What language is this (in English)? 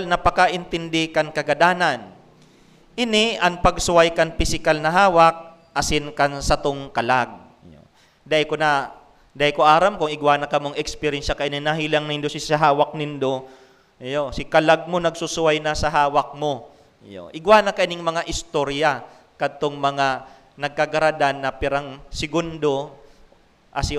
Bikol